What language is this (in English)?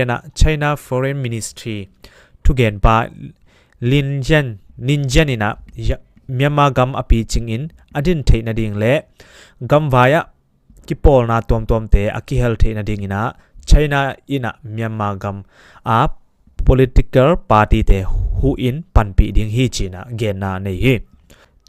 Tedim Chin